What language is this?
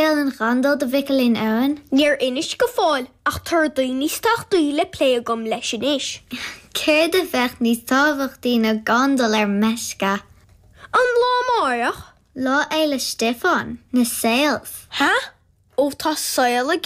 Irish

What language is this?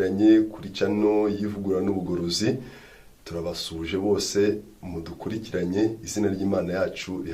Kinyarwanda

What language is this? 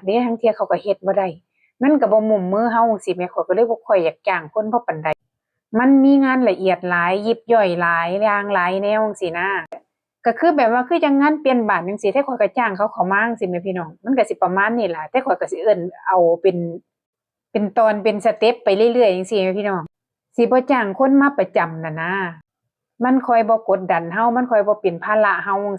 Northeastern Thai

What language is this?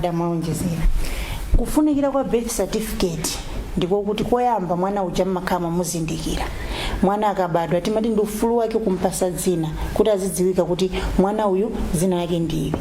Nyanja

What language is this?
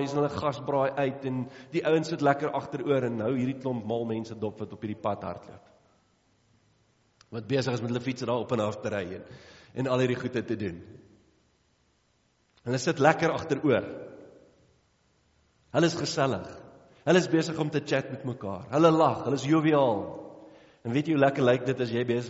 Afrikaans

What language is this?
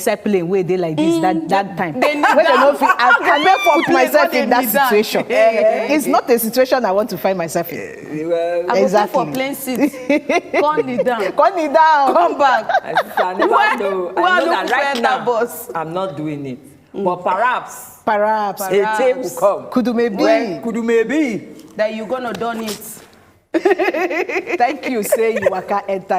Nigerian Pidgin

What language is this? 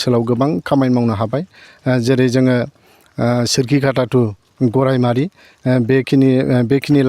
Bodo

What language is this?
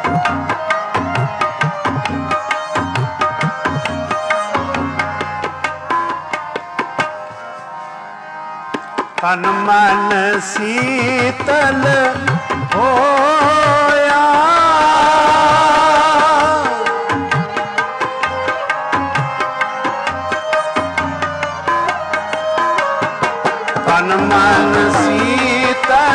Punjabi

